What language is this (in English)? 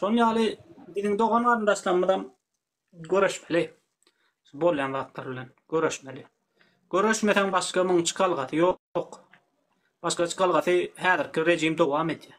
Turkmen